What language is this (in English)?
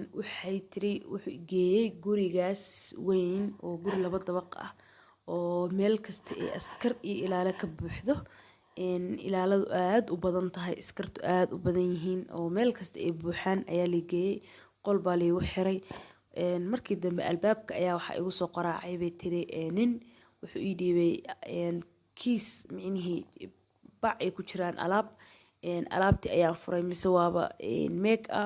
Somali